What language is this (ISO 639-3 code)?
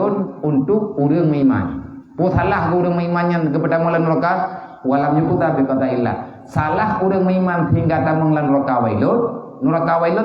ace